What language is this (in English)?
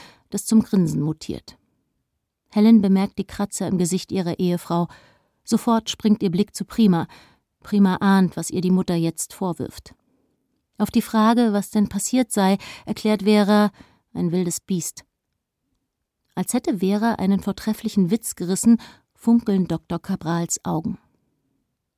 German